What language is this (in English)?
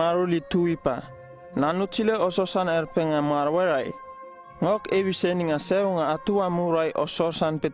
Uripiv-Wala-Rano-Atchin